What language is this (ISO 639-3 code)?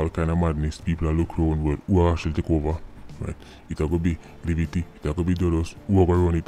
jam